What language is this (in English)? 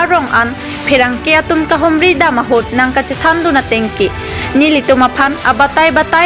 Karbi